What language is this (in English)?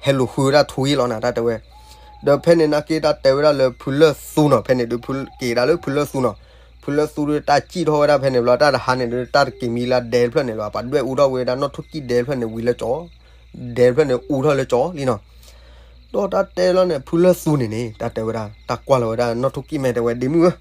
S'gaw Karen